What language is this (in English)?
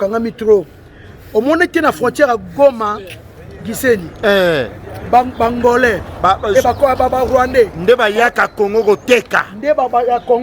Lingala